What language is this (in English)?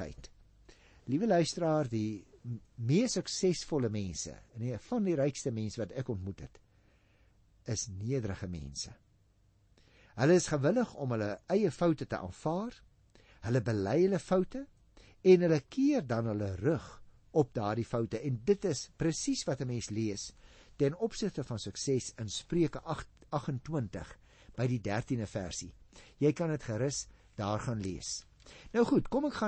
Afrikaans